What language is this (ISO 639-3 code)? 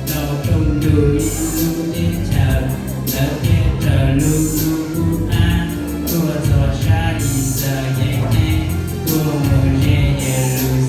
hmn